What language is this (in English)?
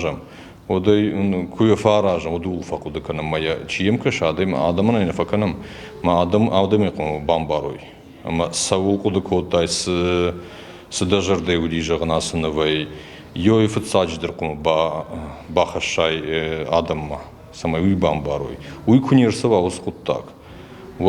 Ossetic